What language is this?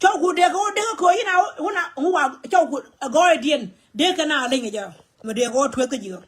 Nuer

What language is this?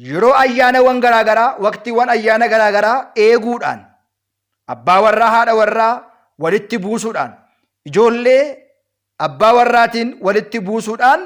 Oromo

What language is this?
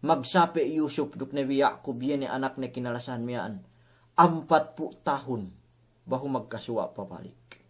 Yakan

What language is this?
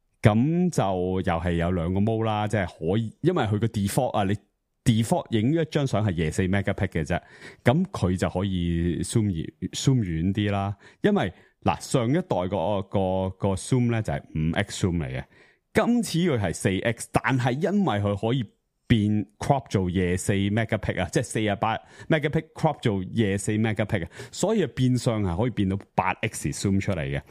Cantonese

